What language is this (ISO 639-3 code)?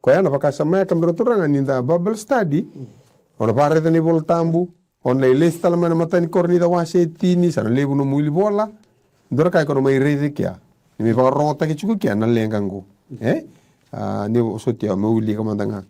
fij